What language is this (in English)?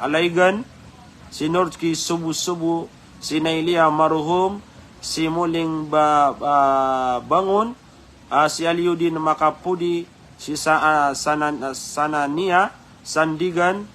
Maranao